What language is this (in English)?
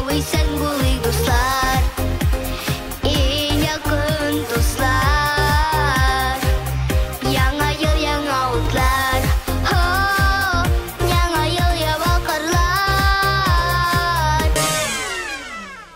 Tatar